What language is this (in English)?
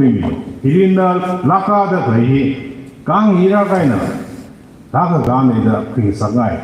Tangkhul Naga (India)